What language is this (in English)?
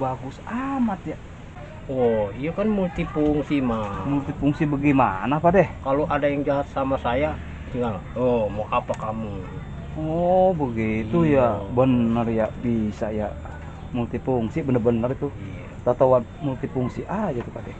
Betawi